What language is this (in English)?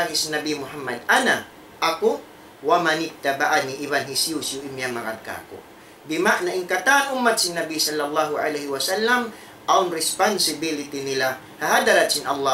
Tausug